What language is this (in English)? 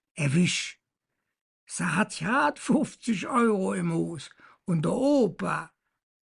Colognian